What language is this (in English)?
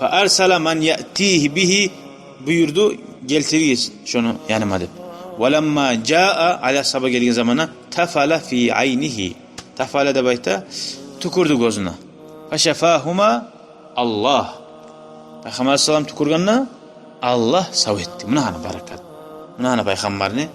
Kumyk